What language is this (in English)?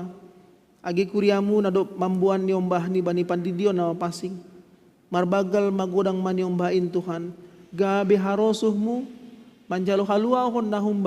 Batak Simalungun